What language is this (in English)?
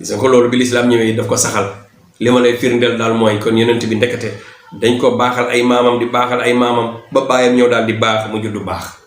Wolof